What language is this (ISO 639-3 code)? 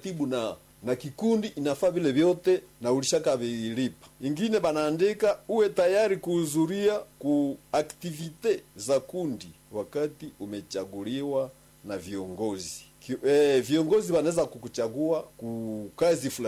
swa